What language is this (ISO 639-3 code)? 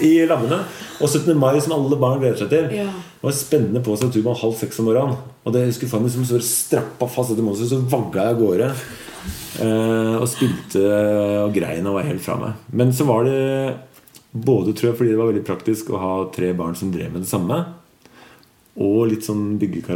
nor